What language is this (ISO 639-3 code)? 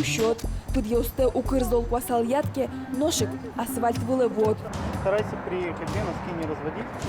udm